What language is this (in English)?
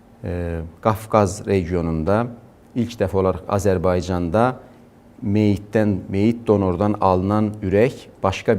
Azerbaijani